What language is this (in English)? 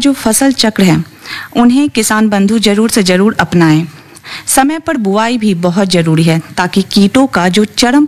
Hindi